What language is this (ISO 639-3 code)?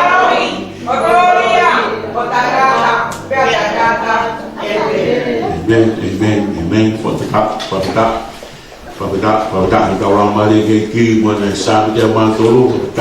ton